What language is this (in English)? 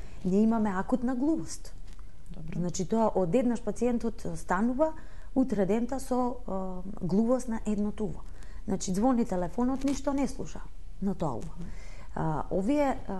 Macedonian